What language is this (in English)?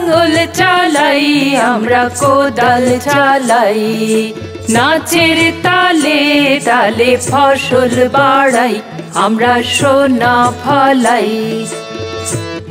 Bangla